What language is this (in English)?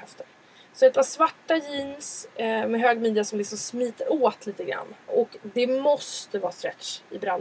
Swedish